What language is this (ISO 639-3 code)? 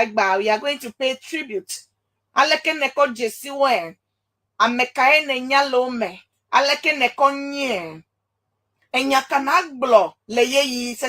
ewe